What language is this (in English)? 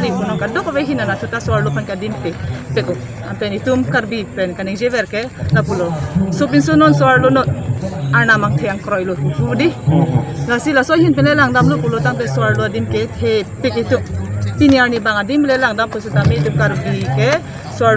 Karbi